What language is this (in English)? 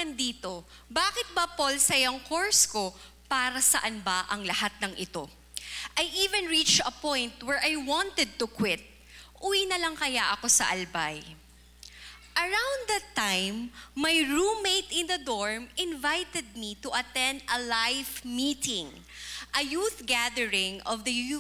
Filipino